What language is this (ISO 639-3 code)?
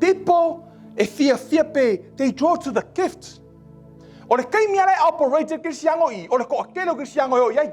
smo